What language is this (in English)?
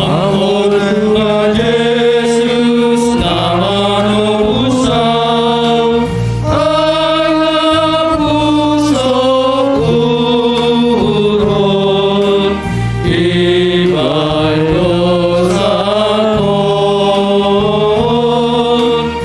Batak Simalungun